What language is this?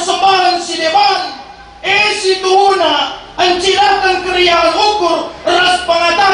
Batak Karo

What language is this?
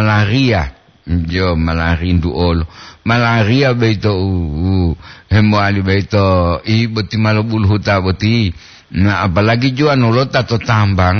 Gorontalo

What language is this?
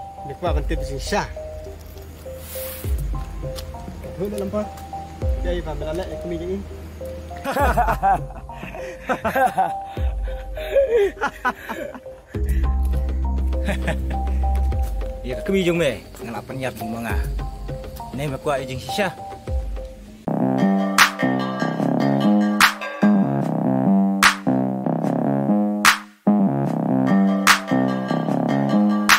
Khasi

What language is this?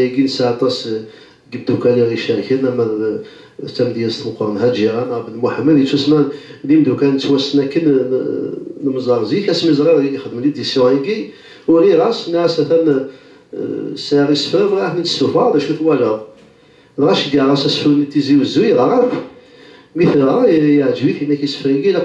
Kabyle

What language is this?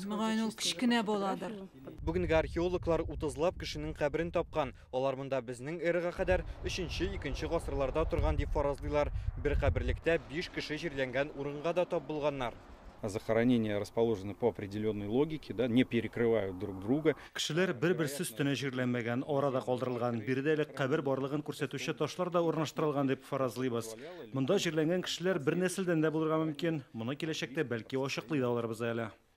Tatar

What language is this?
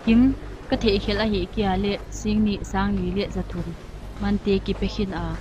Paite Chin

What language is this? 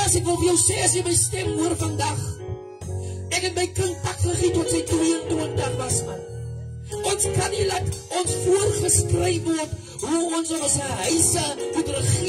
Afrikaans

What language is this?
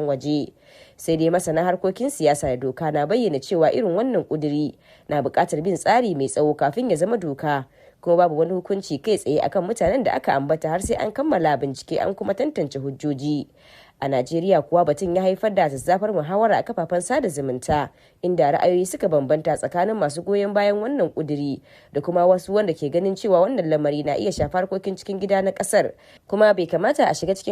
Hausa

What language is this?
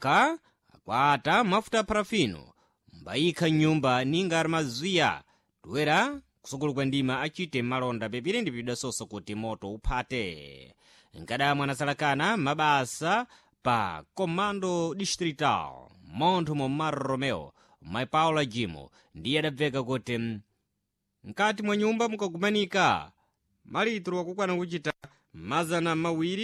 Sena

